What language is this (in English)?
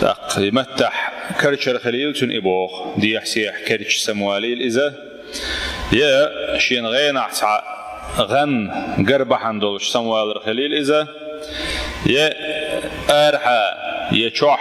Chechen